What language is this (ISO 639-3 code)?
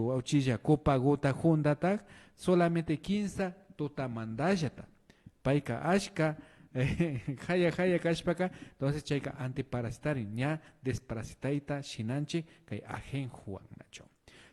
qvi